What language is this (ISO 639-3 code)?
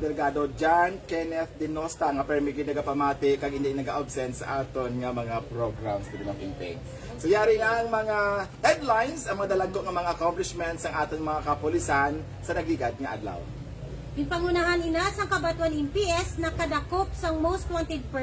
hil